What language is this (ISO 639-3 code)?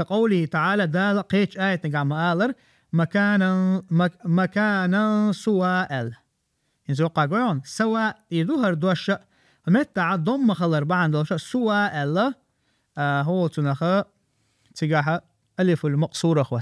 che